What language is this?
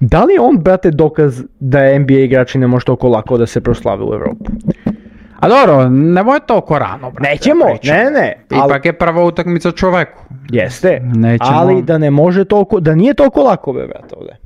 Serbian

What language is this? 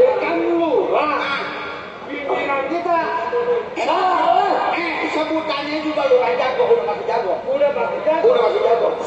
Betawi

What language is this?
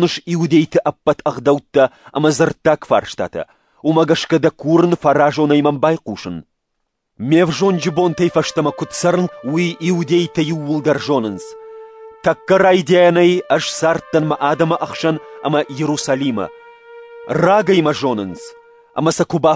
Ossetic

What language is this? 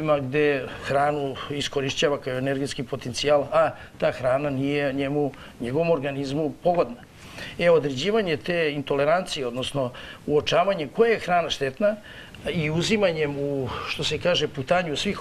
Serbian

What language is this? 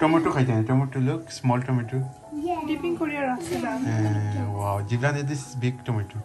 Sylheti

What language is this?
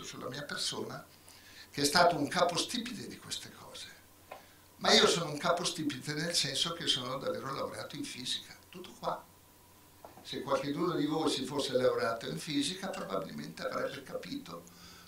Italian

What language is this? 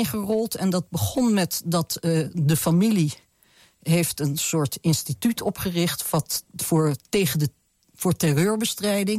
Dutch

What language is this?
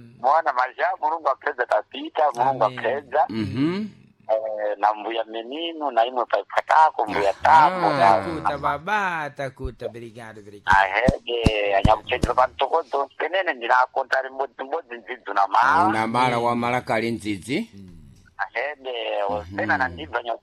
Sena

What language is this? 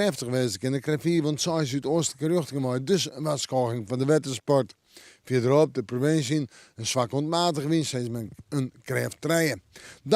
Western Frisian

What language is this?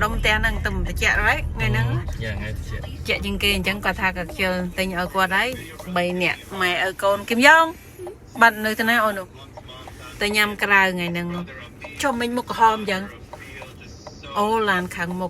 Khmer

